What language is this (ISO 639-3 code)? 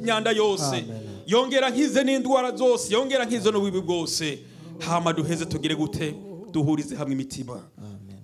run